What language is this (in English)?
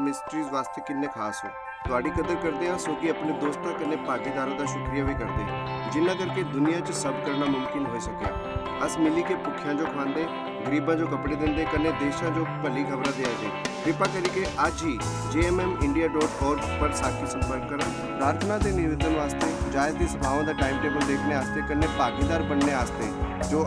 Dogri